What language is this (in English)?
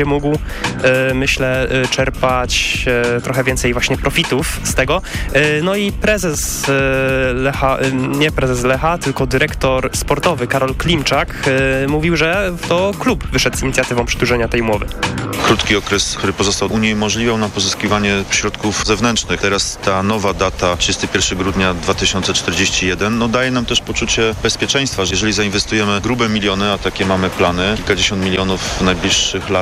Polish